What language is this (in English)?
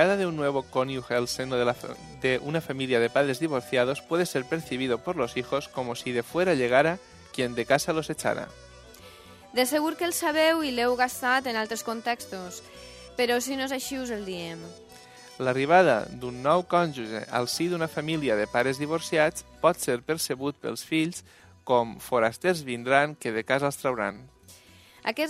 Catalan